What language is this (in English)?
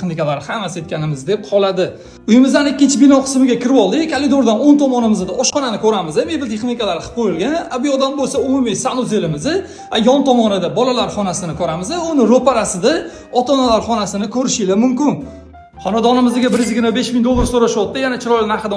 Uzbek